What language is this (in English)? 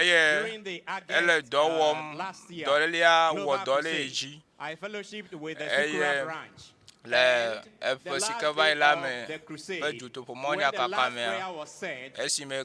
Ewe